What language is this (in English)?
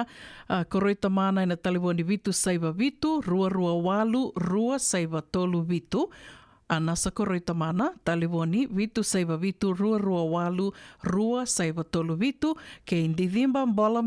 Fijian